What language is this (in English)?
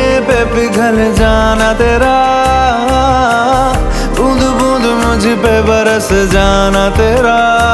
Hindi